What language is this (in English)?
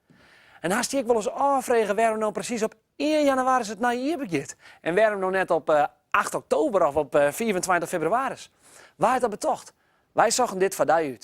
Western Frisian